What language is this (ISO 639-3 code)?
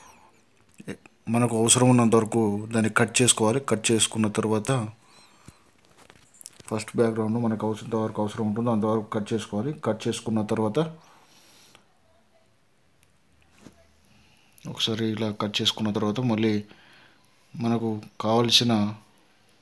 tel